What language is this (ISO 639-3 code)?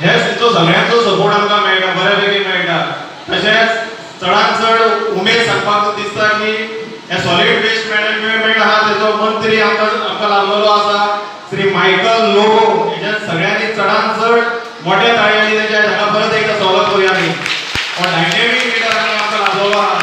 kok